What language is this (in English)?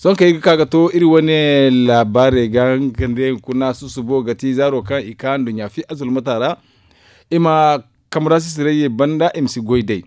Zarma